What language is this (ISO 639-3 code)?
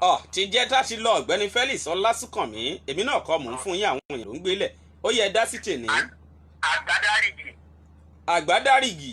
yor